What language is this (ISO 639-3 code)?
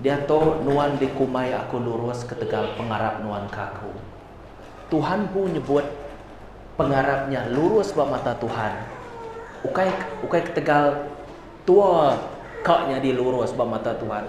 iba